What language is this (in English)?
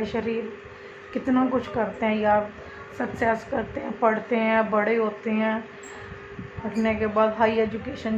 Hindi